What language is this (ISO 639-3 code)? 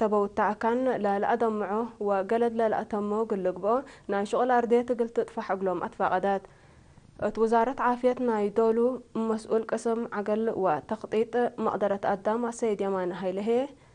tig